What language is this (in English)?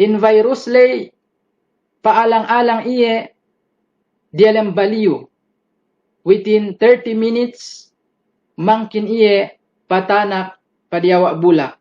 Yakan